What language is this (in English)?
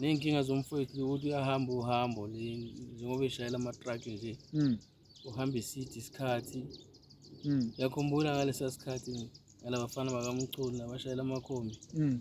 Zulu